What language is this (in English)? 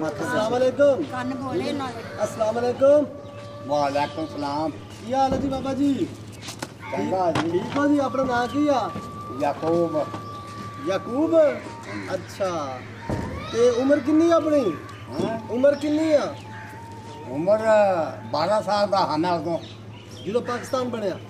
Punjabi